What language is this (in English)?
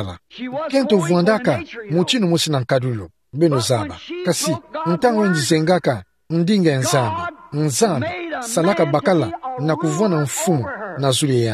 Kituba (Democratic Republic of Congo)